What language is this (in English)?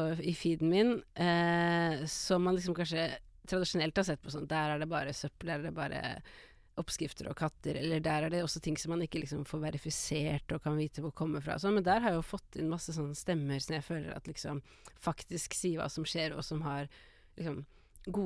Norwegian